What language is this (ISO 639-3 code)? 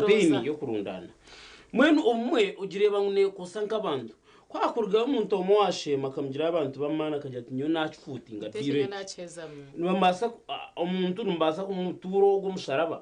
nyn